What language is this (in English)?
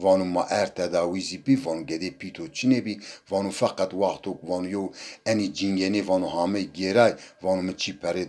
Zaza